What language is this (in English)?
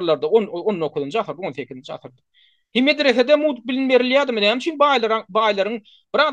Turkmen